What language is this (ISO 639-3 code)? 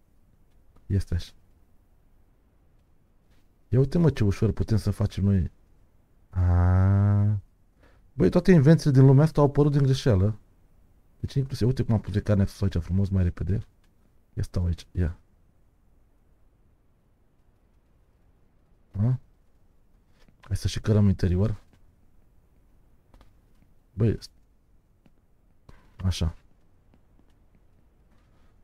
ron